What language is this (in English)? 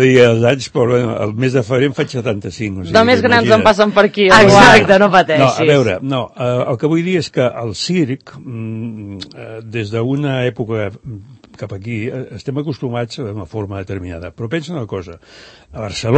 Catalan